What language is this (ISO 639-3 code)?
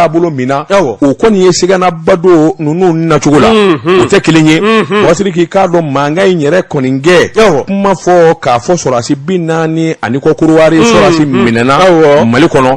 bam